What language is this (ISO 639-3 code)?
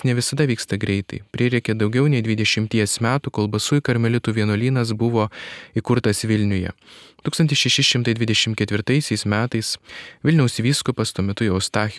lit